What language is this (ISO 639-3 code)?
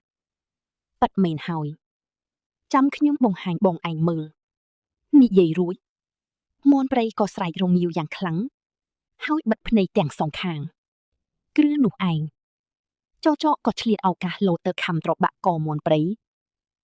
khm